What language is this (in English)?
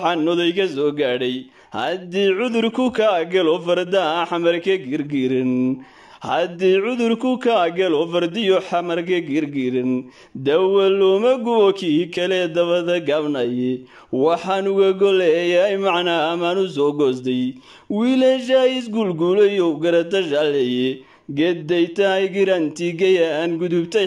Somali